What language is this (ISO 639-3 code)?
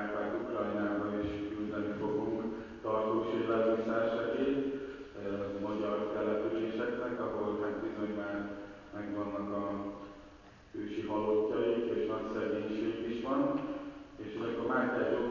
hun